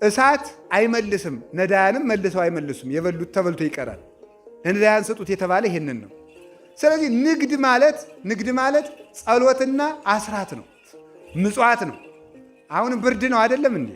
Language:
Amharic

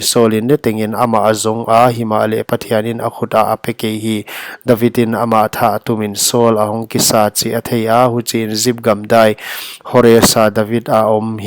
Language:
Paite Chin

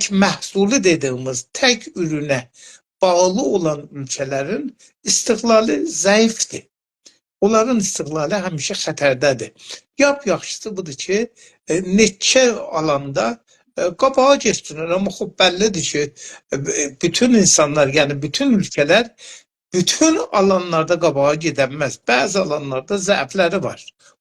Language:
South Azerbaijani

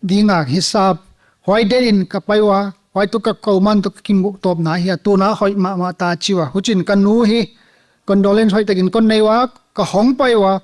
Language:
Paite Chin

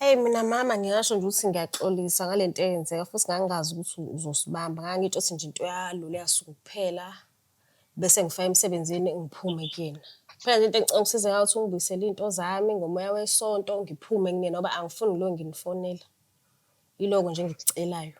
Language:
Zulu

